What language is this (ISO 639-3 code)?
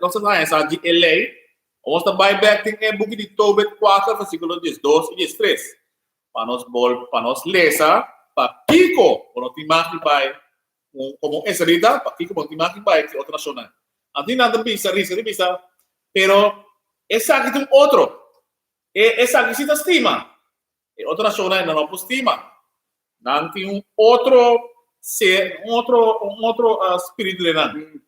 pap